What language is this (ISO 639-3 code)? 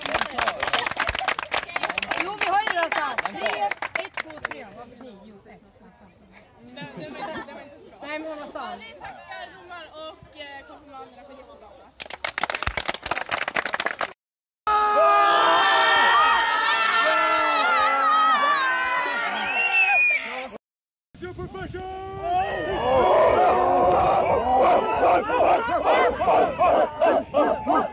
swe